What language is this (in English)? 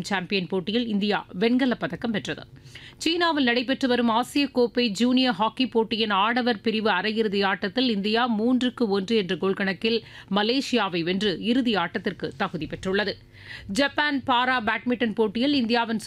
Tamil